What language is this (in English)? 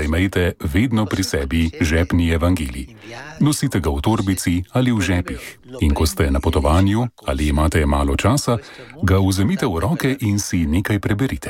Slovenian